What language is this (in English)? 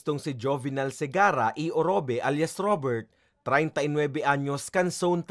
Bikol